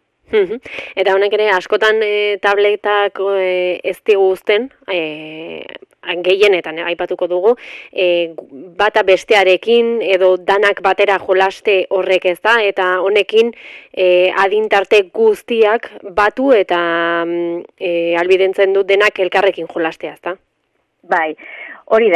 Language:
Basque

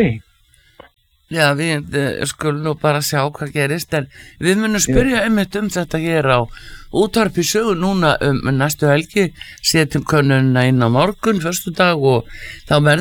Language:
Icelandic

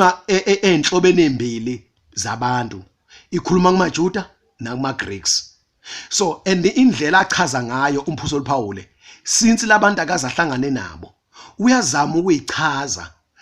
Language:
Zulu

